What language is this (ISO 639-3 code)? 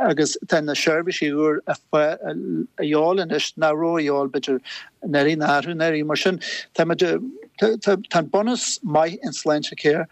gle